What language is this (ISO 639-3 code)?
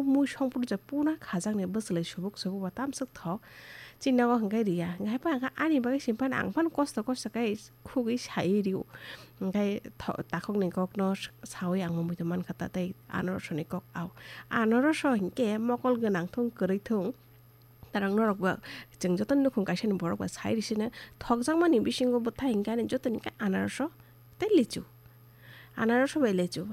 trp